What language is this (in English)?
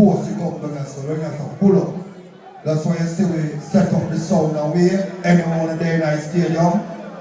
Jamaican Creole English